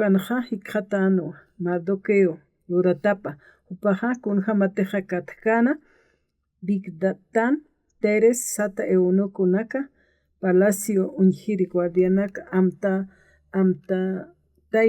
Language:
Aymara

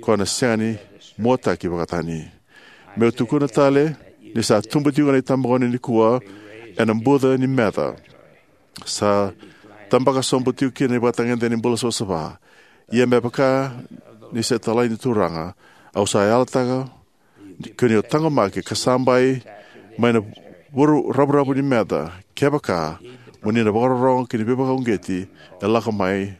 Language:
Fijian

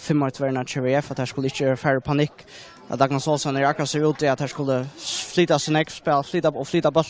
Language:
Faroese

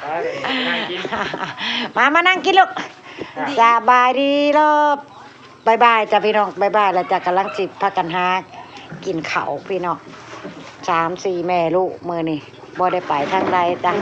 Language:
Northeastern Thai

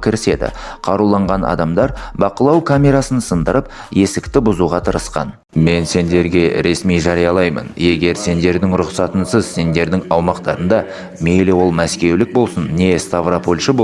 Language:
Kazakh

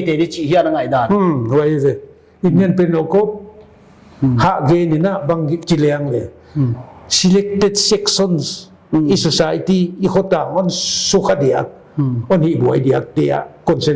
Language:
Paite Chin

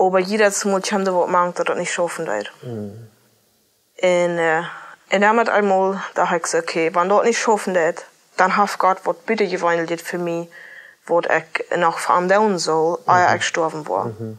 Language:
Plautdietsch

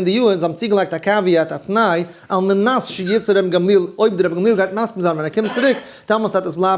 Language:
Yiddish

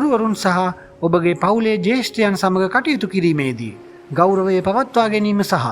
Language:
Sinhala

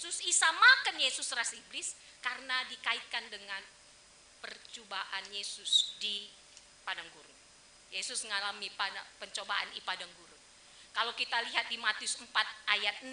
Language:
Batak Karo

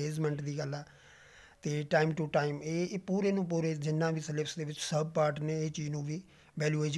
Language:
Punjabi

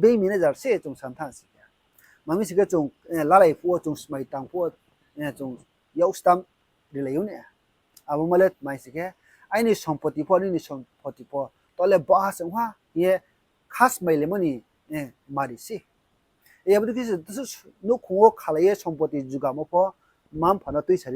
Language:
Riang (India)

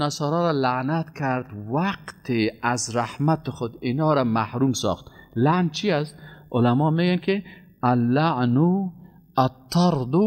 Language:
Persian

